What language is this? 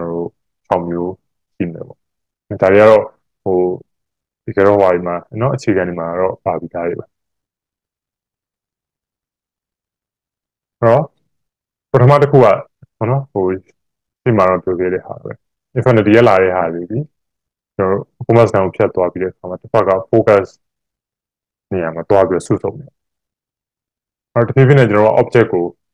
Burmese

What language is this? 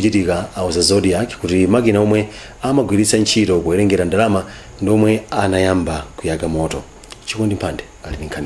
Nyanja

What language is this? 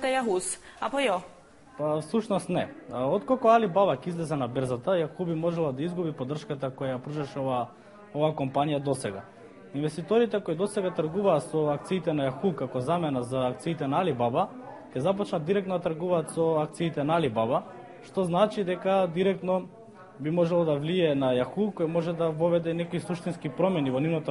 Macedonian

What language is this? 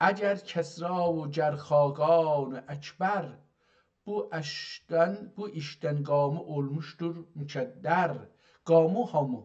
South Azerbaijani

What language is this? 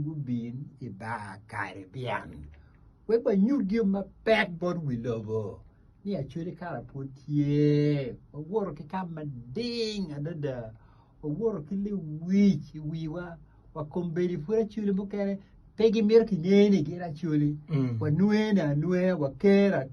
Acoli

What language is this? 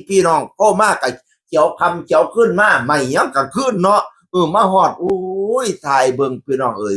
Northeastern Thai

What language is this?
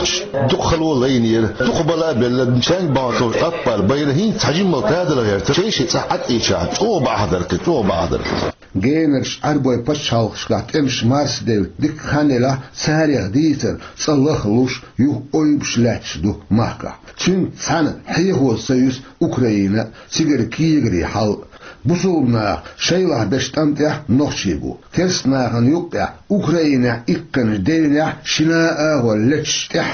Chechen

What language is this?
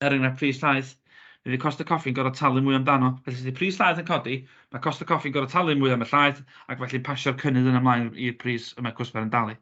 Welsh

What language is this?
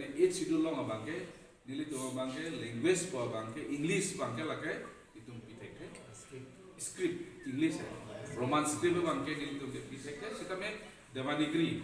Karbi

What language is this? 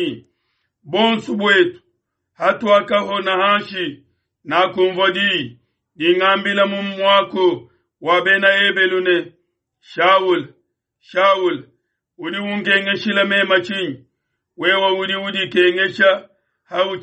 Luba-Lulua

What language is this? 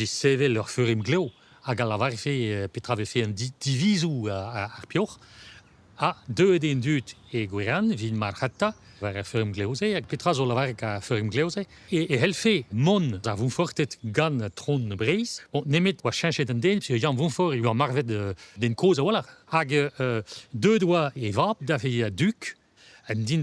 Breton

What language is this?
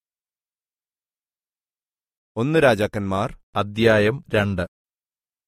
Malayalam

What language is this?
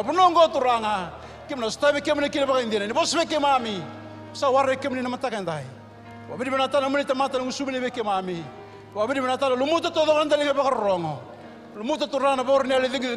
Fijian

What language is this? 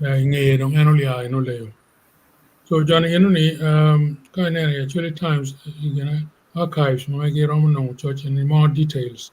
Acoli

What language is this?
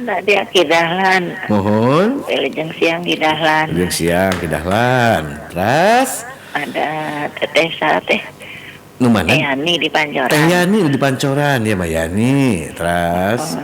Sundanese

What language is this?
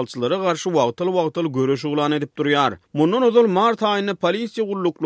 Turkmen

